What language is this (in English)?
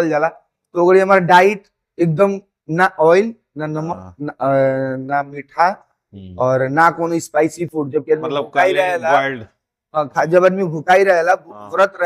Bhojpuri